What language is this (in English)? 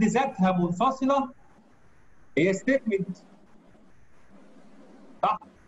Egyptian Arabic